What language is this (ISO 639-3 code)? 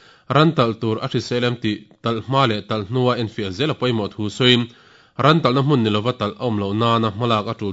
lus